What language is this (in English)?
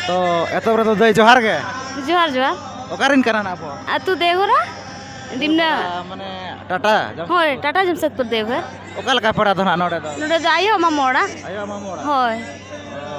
Santali